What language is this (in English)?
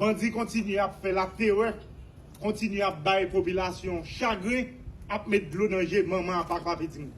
Haitian Creole